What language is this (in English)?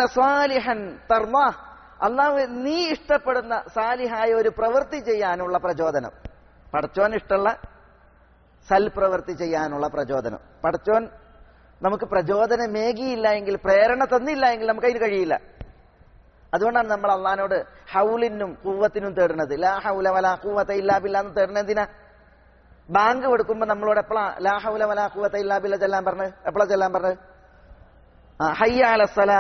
Malayalam